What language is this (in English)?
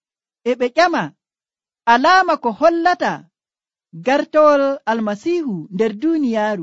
Nigerian Fulfulde